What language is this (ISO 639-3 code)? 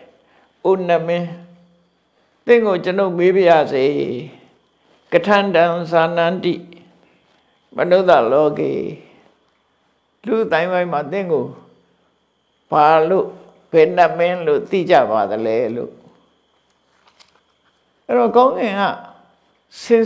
mya